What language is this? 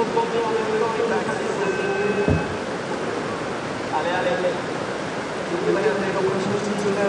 French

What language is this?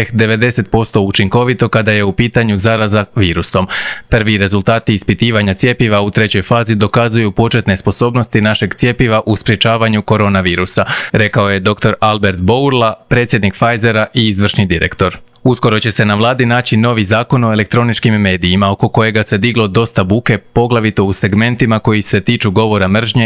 Croatian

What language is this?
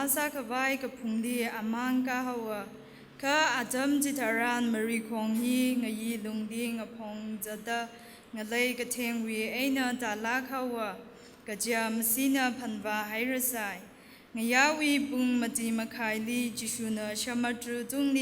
Tangkhul Naga (India)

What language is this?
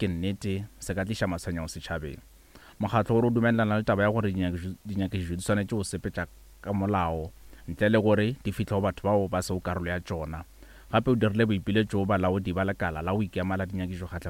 Northern Sotho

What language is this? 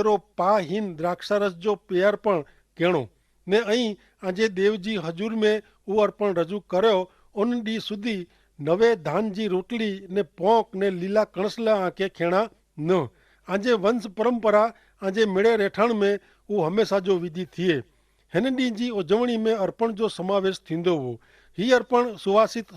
Kachhi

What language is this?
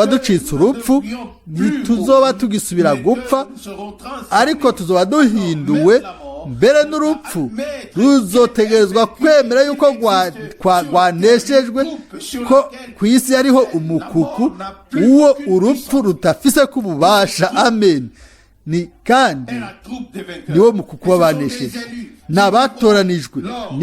Rundi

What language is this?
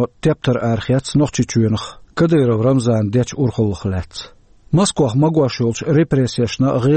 Chechen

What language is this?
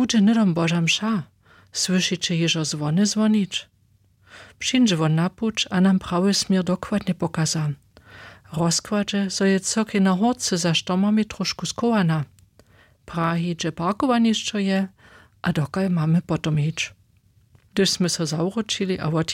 Upper Sorbian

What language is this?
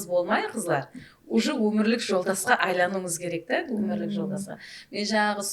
Kara-Kalpak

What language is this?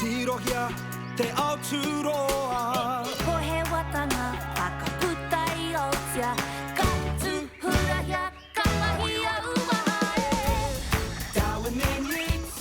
Māori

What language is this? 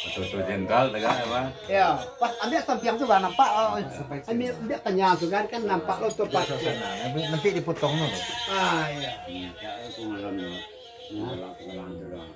Minangkabau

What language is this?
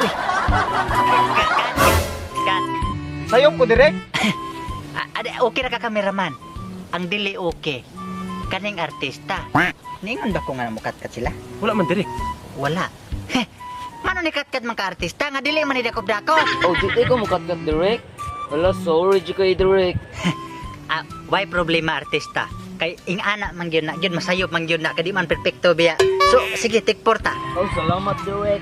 Cebuano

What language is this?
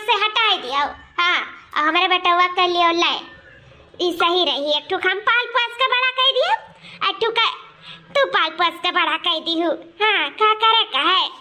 Awadhi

